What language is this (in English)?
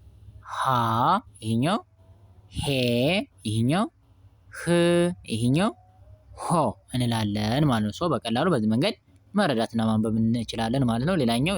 Amharic